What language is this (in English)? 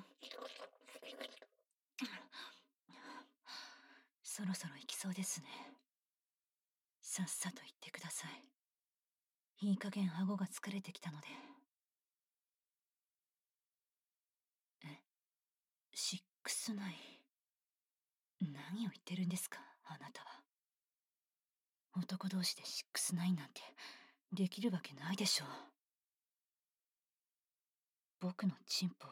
Japanese